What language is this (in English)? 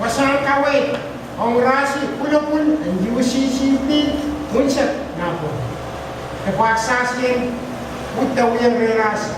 Pohnpeian